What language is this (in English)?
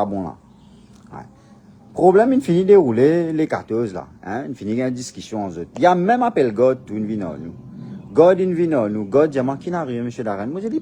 Morisyen